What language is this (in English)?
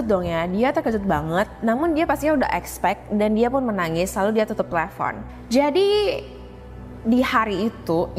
Indonesian